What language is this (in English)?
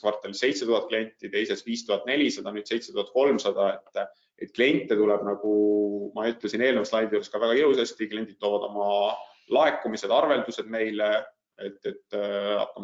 Estonian